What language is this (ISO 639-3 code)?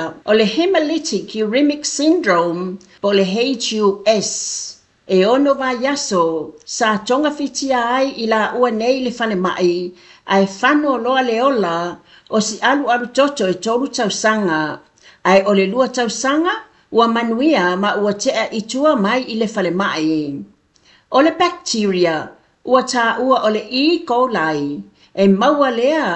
smo